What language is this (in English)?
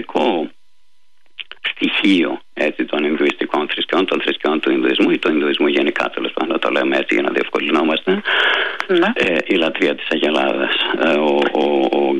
Greek